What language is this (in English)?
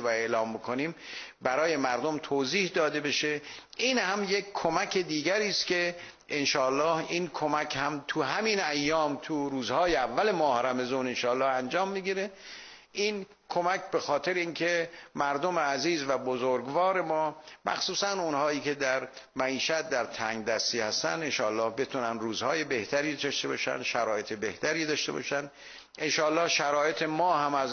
Persian